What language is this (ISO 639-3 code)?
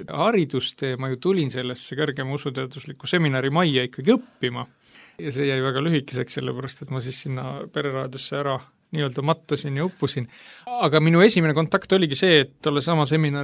est